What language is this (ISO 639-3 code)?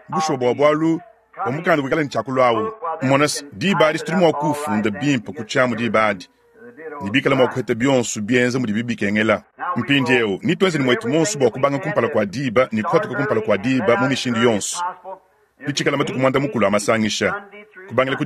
lua